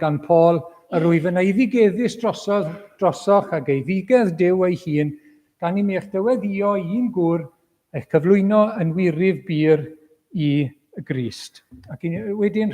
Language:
Welsh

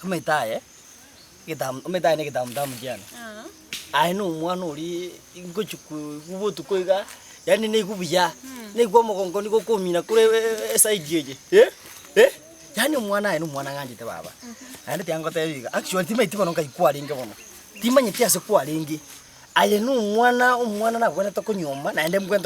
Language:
Gusii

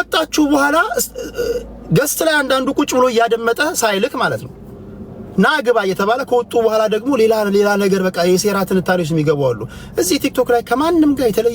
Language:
Amharic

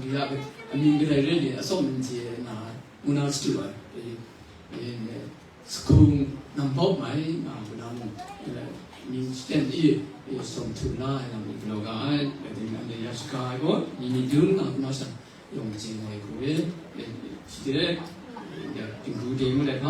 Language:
Kachin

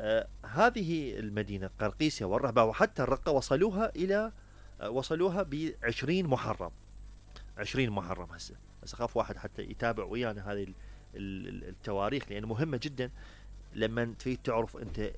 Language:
Mesopotamian Arabic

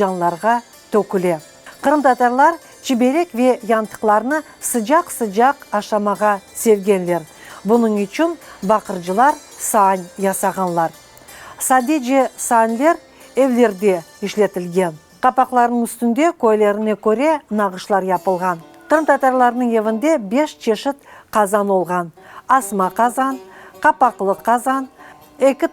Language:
Crimean Tatar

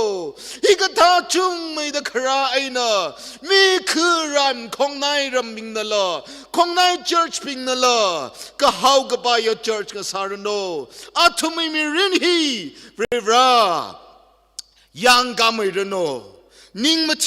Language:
Tangkhul Naga (India)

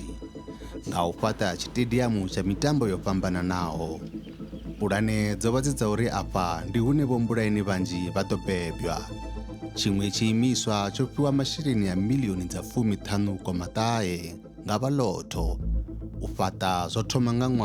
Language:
Venda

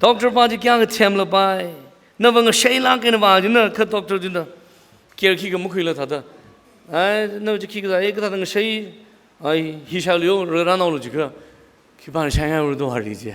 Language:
Tangkhul Naga (India)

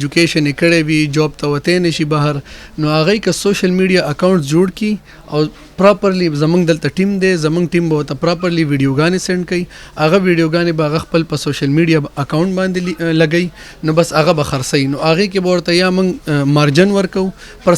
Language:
Pashto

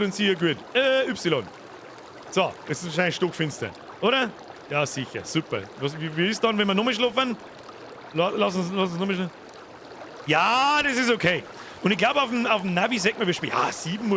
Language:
Bavarian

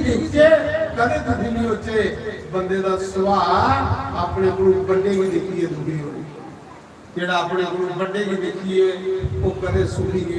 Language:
Dogri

